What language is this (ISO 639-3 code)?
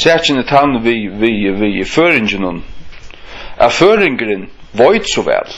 fao